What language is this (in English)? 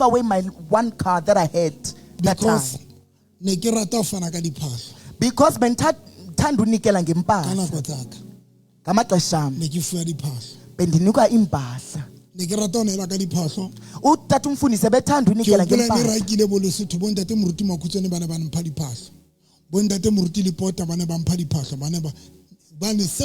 Southern Sotho